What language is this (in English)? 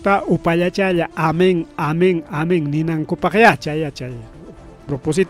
Ayacucho Quechua